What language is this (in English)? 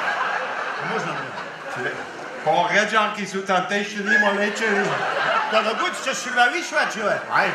Upper Sorbian